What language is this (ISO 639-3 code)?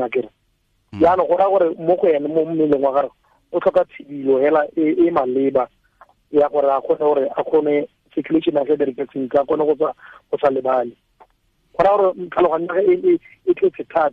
tsn